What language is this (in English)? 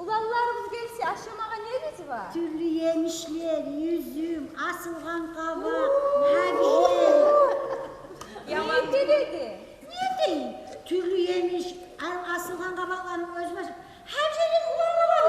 Kumyk